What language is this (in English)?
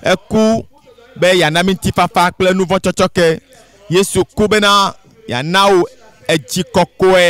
Ewe